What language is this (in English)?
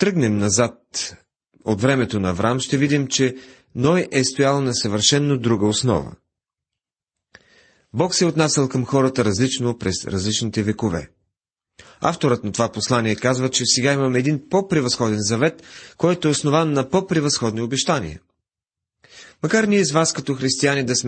Bulgarian